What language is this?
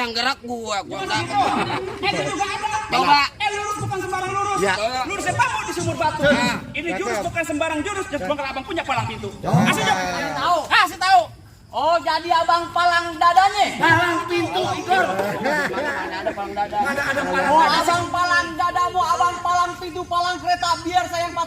Betawi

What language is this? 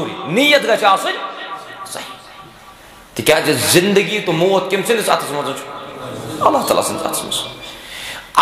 Kashmiri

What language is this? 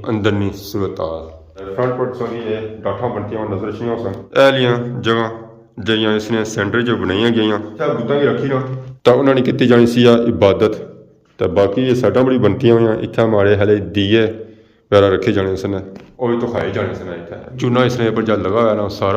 Pahari-Potwari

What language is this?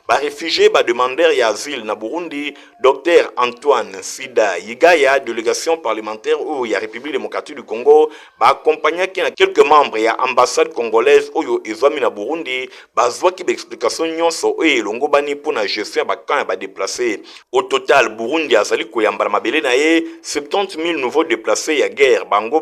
Lingala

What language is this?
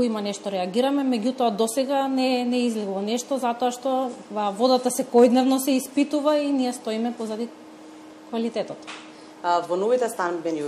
Macedonian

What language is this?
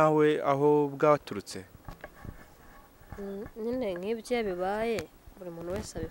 Kinyarwanda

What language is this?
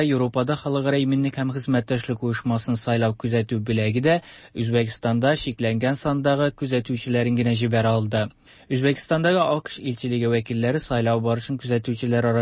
Tatar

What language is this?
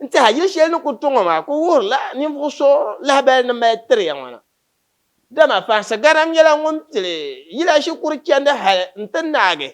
Dagbani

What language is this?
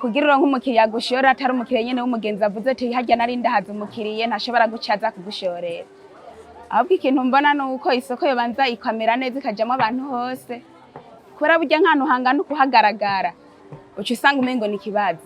Rundi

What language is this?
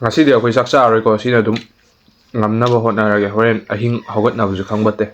Manipuri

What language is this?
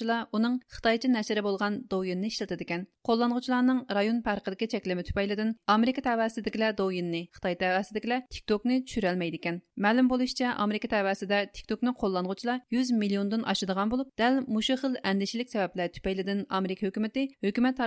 Uyghur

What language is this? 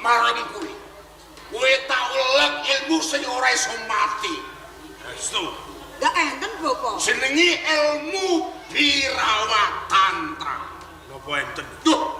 Javanese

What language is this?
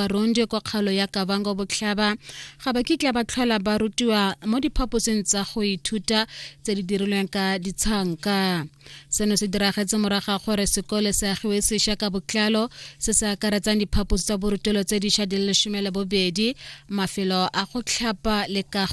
Tswana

